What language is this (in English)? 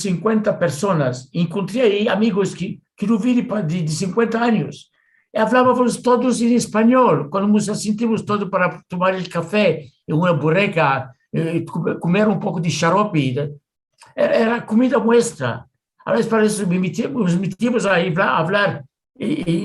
Ladino